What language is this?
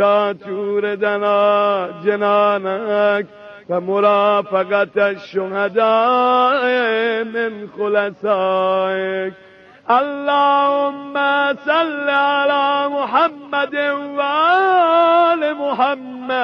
Persian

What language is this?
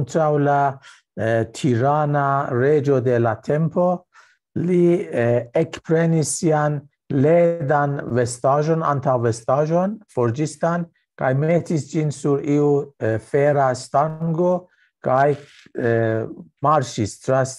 Esperanto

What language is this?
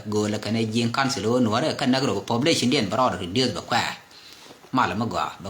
Nuer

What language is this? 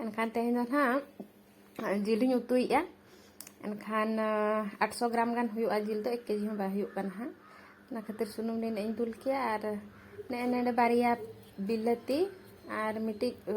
Santali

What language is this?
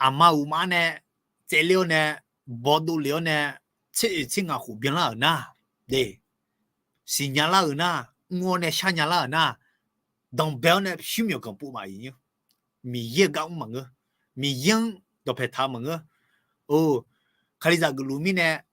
Akha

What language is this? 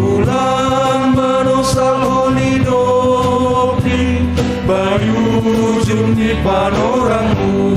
Batak Simalungun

